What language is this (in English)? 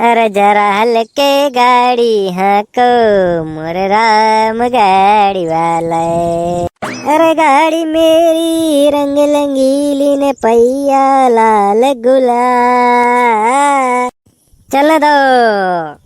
Rajasthani